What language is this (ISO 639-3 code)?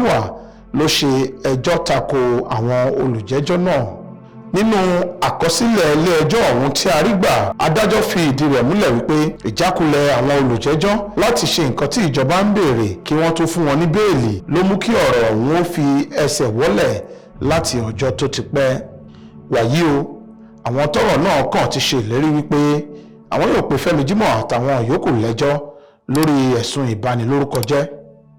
yor